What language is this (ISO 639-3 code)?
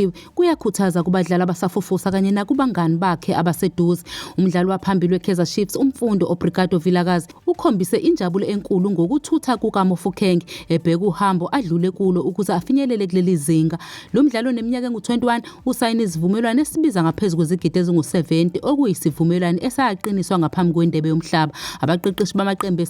zul